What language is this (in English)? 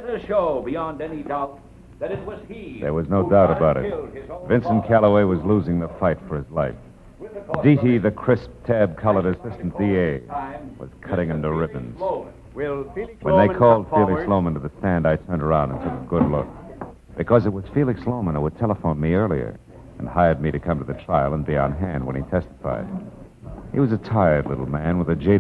English